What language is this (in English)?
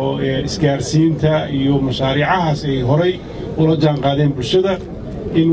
Somali